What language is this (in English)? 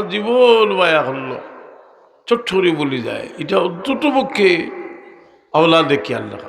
Sylheti